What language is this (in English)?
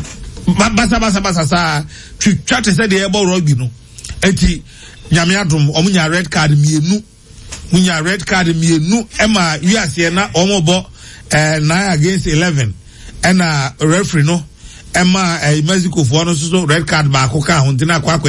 Akan